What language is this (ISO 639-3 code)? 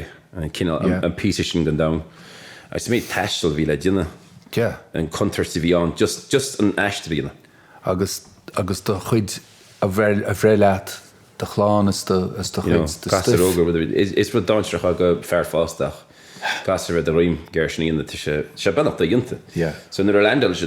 gle